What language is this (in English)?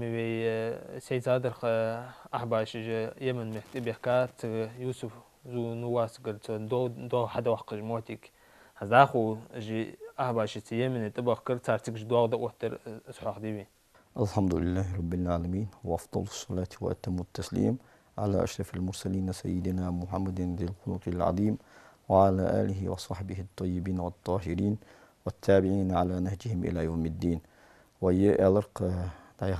Ingush